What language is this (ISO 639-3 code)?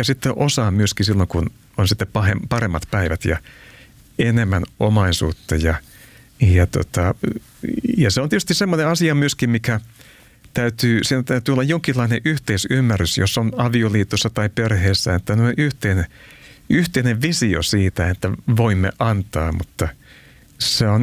fin